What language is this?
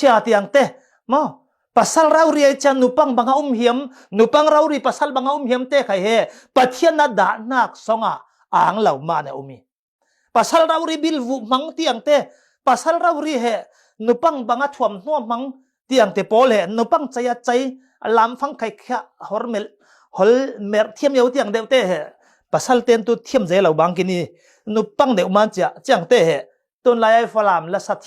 Falam Chin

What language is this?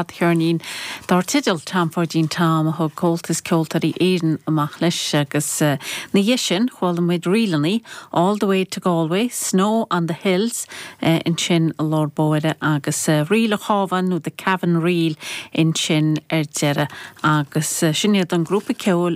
Irish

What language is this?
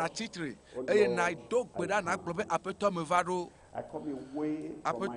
Ewe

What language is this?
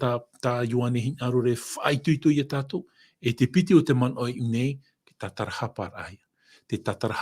Tahitian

